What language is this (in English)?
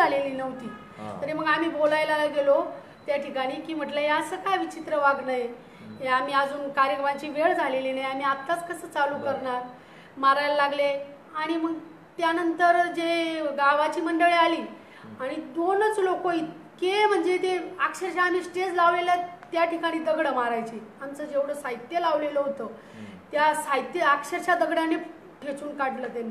Marathi